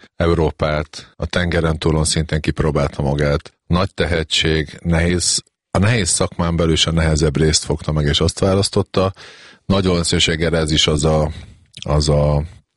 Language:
Hungarian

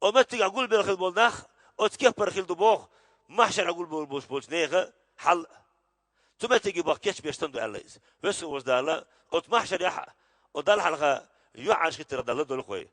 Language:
Chechen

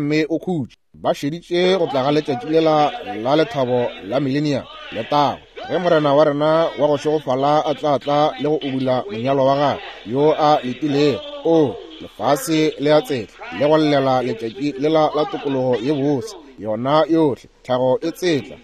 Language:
Northern Sotho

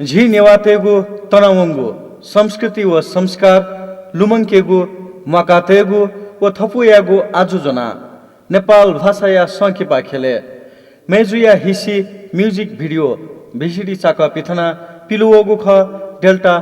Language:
Newari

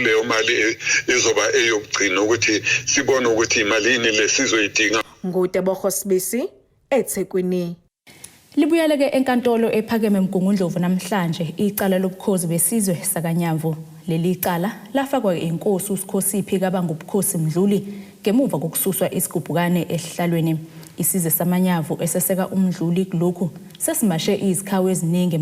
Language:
Zulu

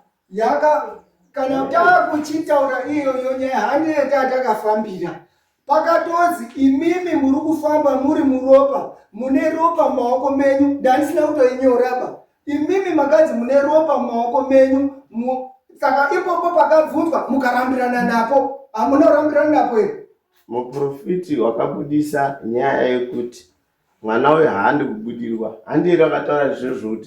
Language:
Shona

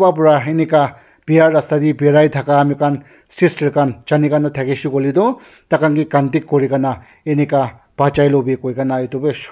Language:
Naga Pidgin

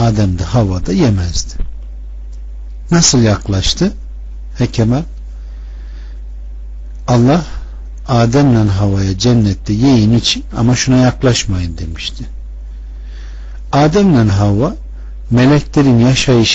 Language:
Turkish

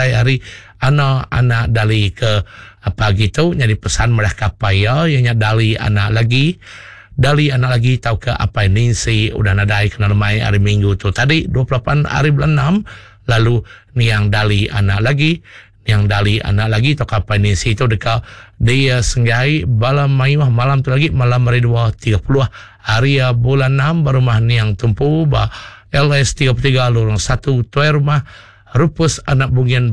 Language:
Iban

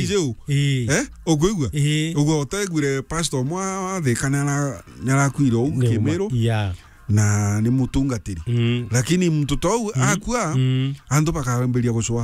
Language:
Meru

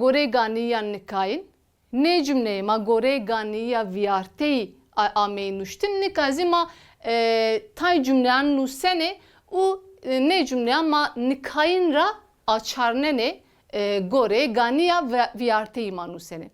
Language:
Zaza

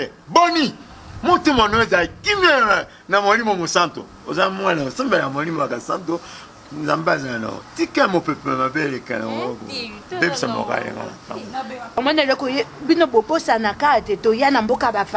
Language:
Lingala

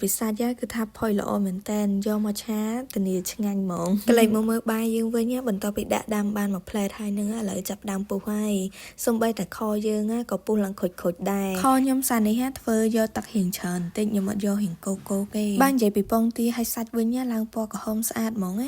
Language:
Khmer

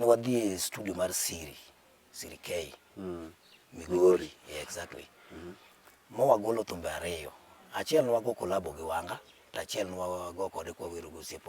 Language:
Luo (Kenya and Tanzania)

